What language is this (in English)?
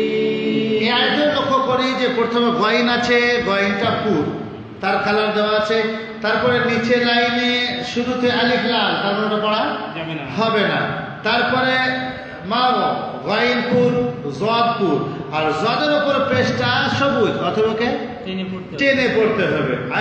Bangla